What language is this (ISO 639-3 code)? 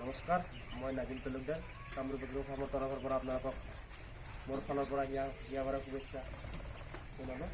asm